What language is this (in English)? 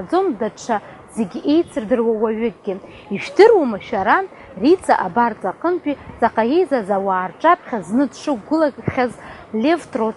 Abkhazian